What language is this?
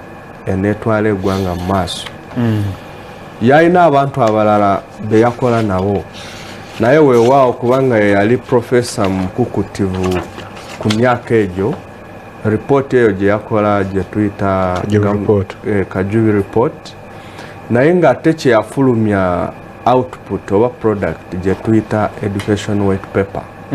Ganda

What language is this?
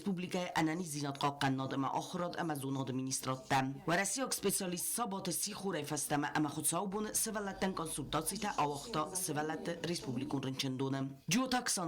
Ossetic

